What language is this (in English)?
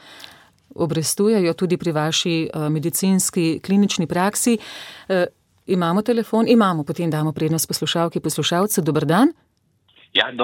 Slovenian